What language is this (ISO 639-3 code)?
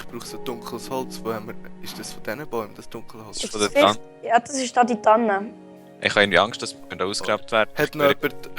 gsw